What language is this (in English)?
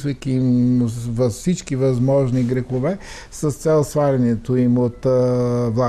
Bulgarian